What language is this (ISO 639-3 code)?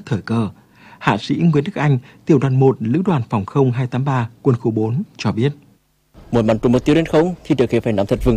vie